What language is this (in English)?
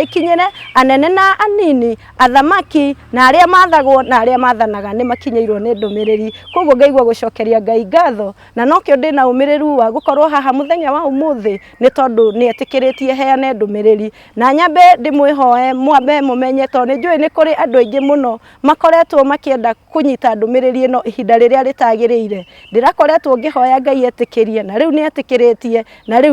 Kikuyu